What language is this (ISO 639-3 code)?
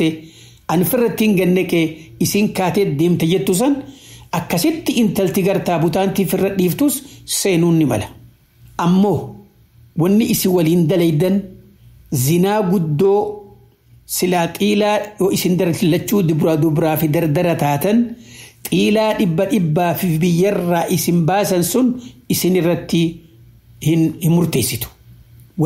orm